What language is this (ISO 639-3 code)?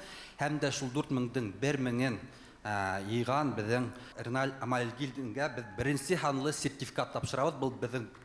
bak